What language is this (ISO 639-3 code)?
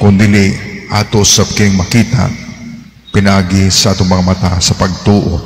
ceb